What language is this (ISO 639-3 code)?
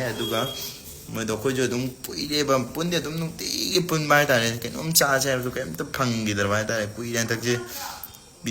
mni